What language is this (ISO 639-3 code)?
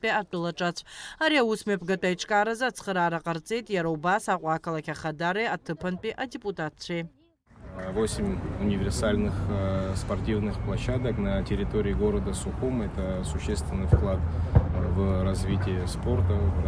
abk